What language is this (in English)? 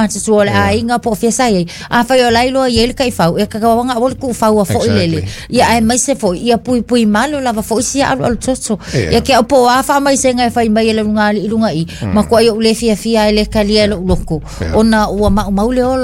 Samoan